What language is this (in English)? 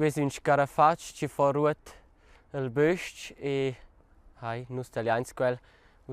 Romansh